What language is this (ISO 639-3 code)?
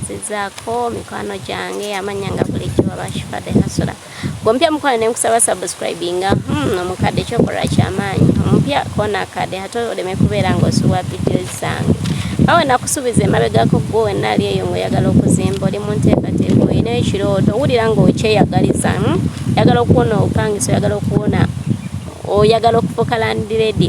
lug